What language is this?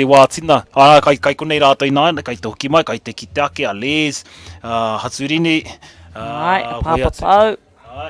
Māori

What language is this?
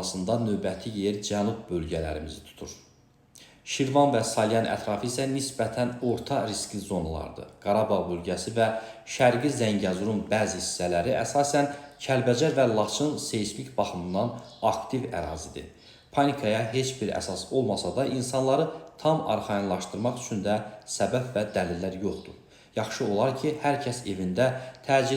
Azerbaijani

